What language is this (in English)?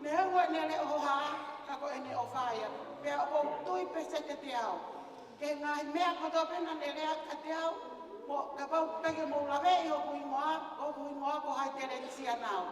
Tongan